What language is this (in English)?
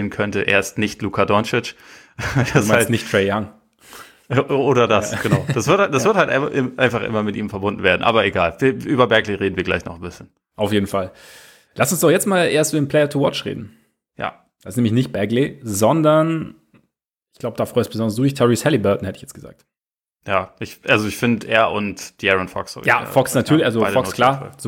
German